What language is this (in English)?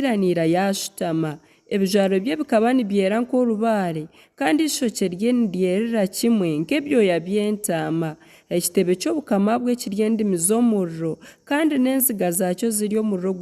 Nyankole